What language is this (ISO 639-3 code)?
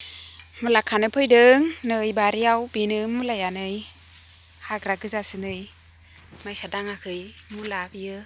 brx